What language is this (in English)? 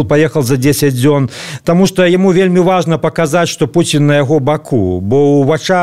Belarusian